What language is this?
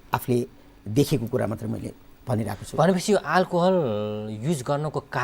Nepali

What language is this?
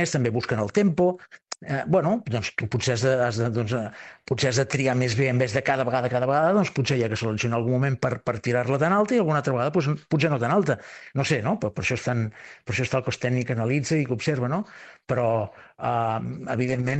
Catalan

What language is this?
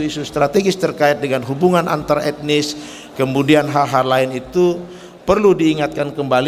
Banjar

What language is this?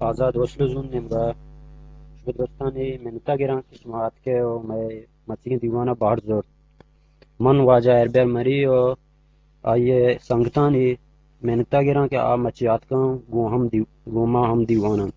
Eastern Balochi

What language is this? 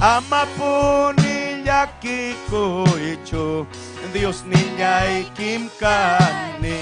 Ayacucho Quechua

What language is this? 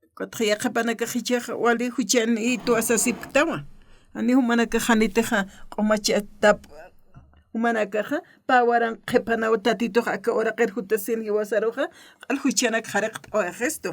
Aymara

